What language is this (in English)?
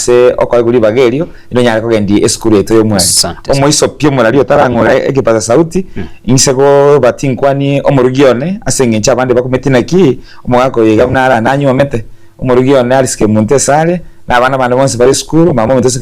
Gusii